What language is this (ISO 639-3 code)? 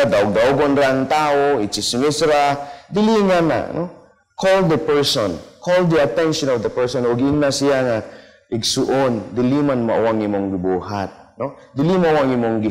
ceb